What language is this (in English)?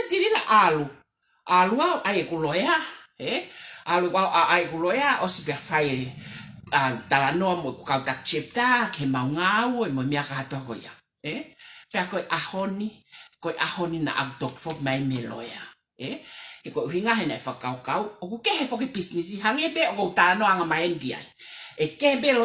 Tongan